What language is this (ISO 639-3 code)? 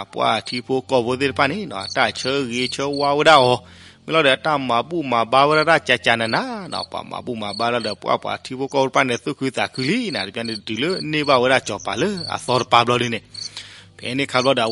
ksw